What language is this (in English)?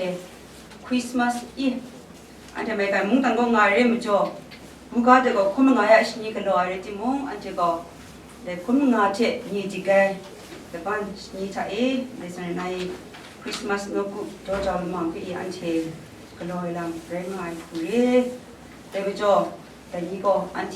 Kachin